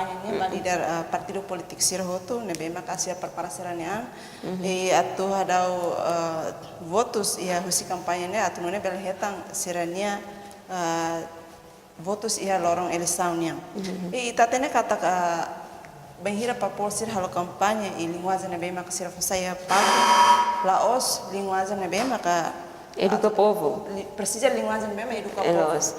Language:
Tetum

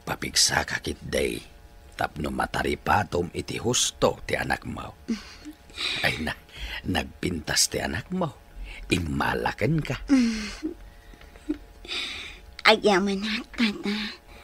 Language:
Iloko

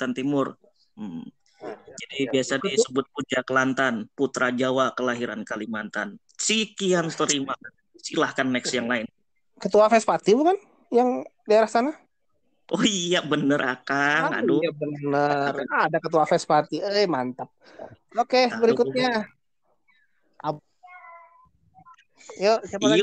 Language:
Indonesian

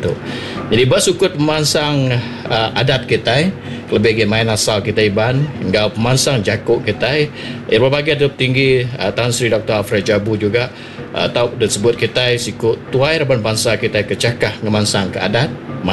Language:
Iban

